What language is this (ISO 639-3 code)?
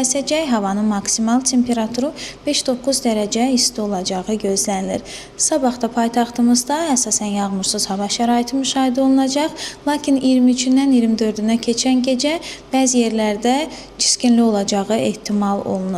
aze